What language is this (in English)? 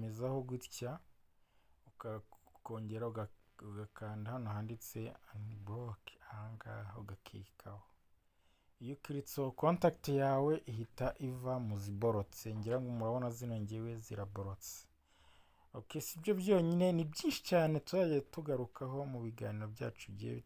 Kinyarwanda